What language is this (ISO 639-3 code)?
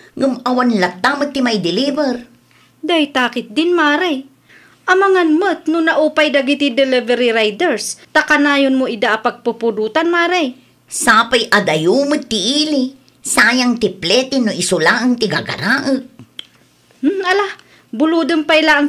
ilo